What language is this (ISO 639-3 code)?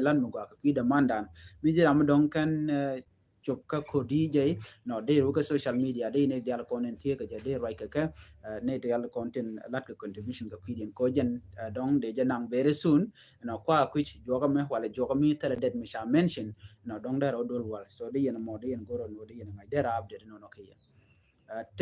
nus